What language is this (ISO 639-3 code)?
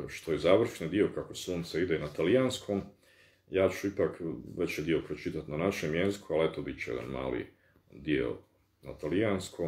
bos